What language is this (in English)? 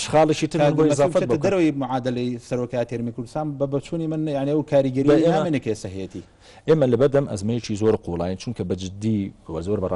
Central Kurdish